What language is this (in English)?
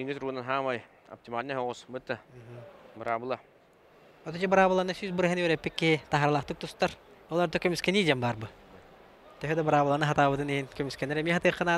Yakut